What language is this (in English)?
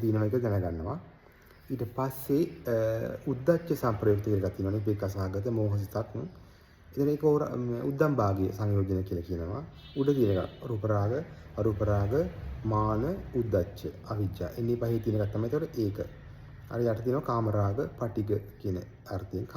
Sinhala